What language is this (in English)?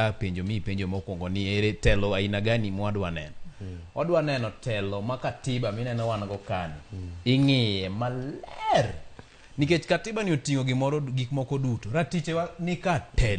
Luo (Kenya and Tanzania)